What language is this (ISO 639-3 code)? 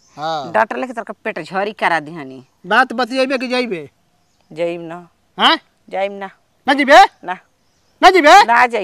bho